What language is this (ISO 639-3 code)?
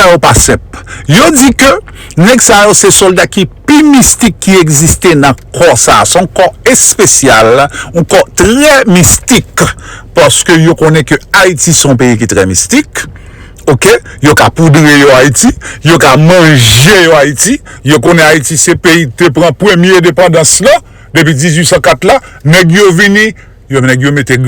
hat